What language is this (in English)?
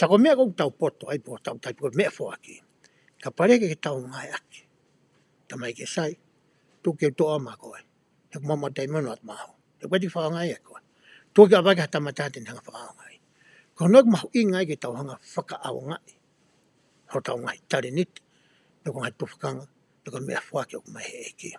Tongan